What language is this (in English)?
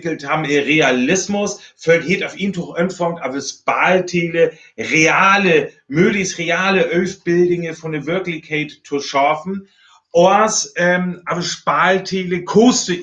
Northern Frisian